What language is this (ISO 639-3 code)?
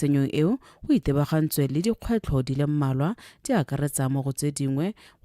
tsn